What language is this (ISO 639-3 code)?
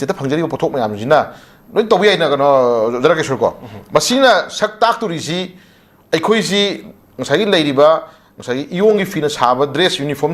mni